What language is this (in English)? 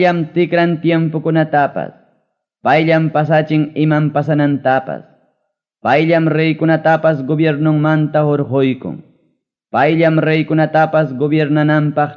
Ayacucho Quechua